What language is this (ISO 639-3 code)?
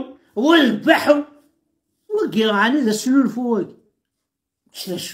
kab